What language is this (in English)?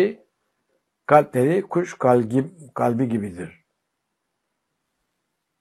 Turkish